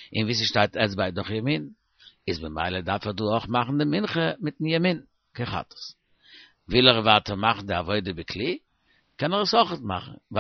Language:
Yiddish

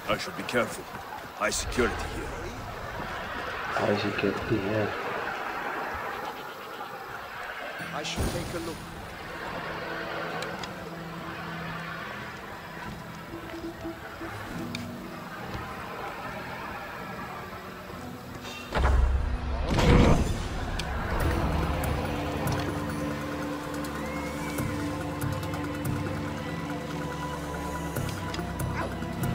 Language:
Hindi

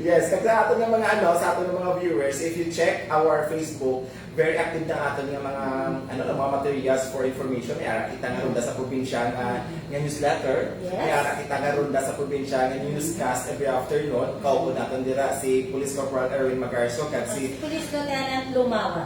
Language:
Hiligaynon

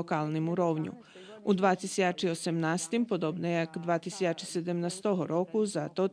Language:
Rusyn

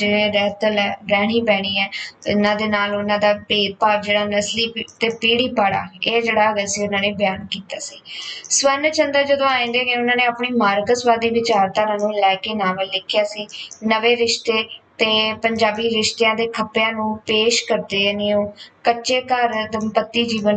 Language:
Punjabi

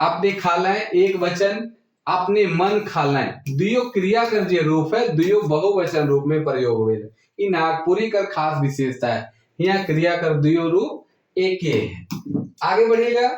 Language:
Sadri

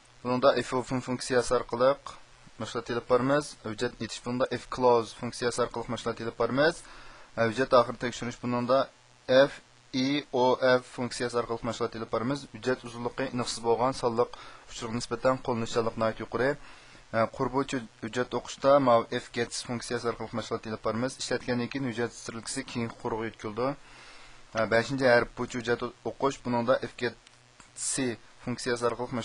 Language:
Uyghur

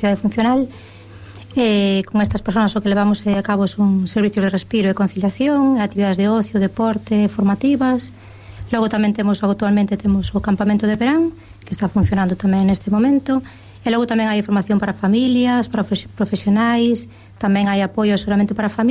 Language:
Galician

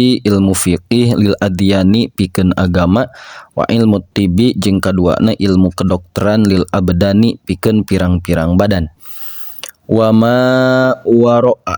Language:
Sundanese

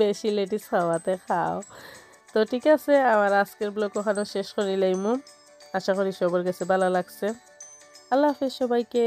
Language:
Sylheti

